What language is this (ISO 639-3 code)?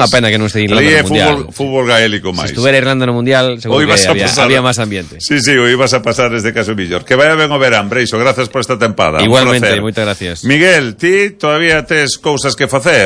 glg